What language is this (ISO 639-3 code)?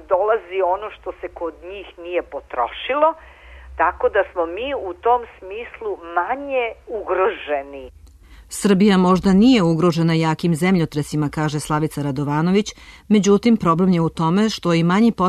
srp